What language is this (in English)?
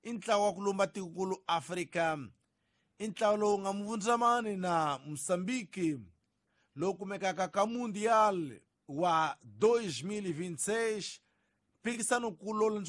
Tsonga